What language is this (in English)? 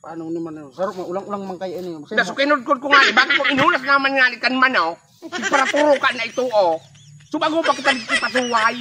Bikol